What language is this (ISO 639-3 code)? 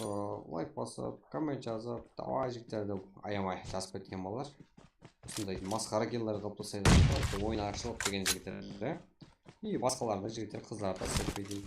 kaa